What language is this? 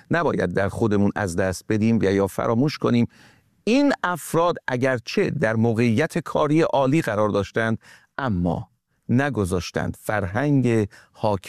Persian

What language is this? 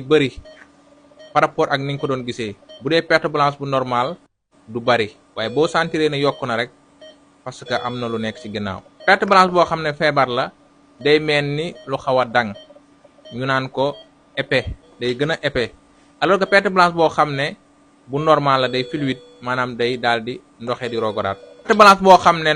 Wolof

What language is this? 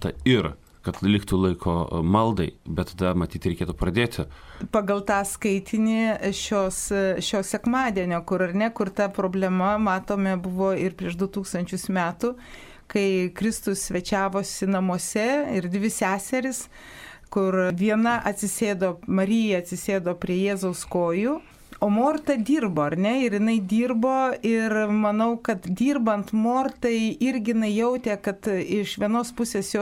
Lithuanian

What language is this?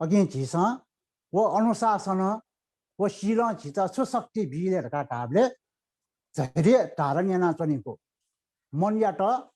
Newari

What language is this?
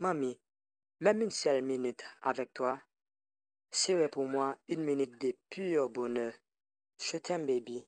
Haitian Creole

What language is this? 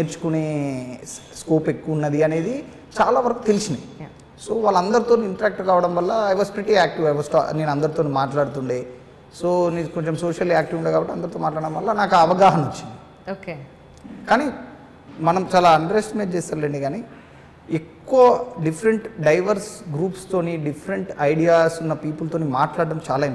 Telugu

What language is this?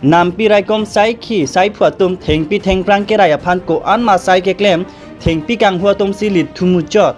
Karbi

